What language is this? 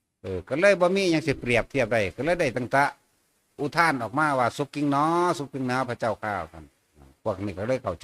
Northeastern Thai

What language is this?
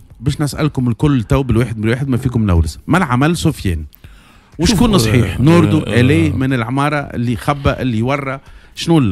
Tunisian Arabic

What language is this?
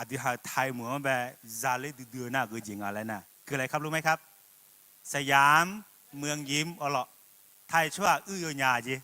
Akha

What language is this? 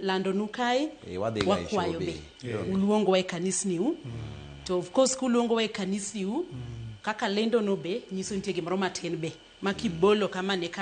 Luo (Kenya and Tanzania)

